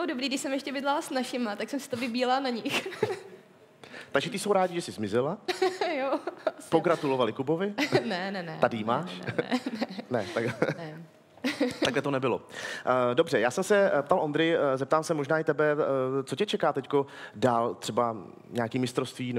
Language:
Czech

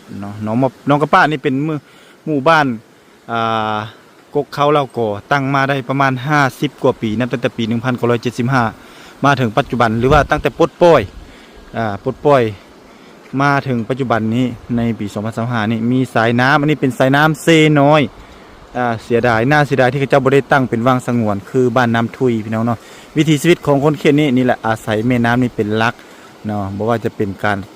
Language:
Lao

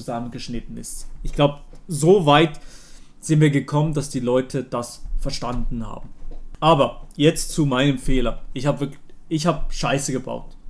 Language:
Swiss German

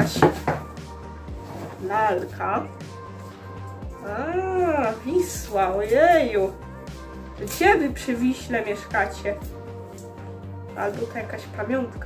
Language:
Polish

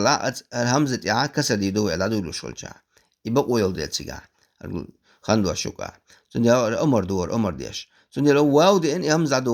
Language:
Chechen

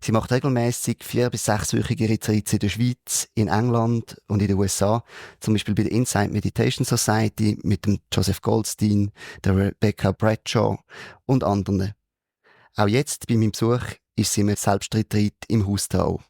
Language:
Swiss German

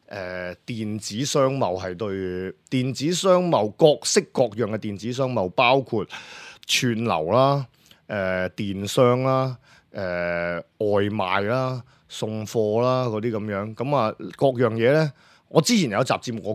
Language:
Cantonese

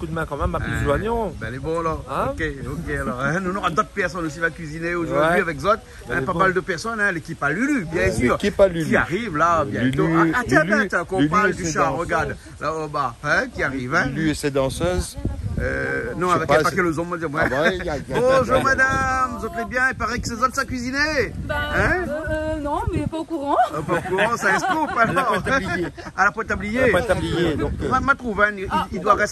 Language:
Réunion Creole French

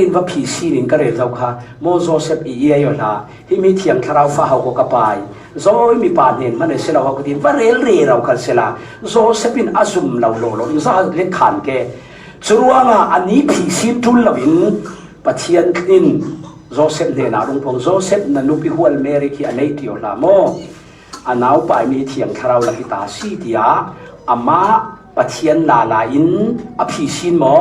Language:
Falam Chin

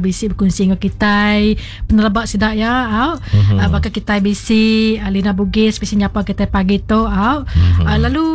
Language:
Iban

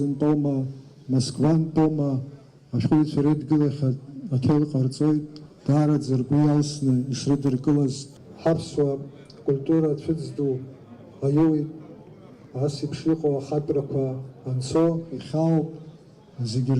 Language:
Abkhazian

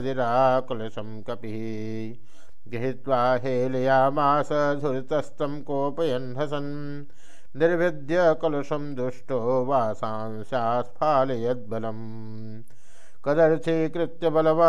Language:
Sanskrit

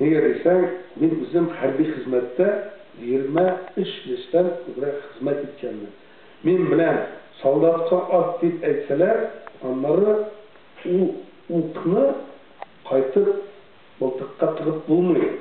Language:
Tatar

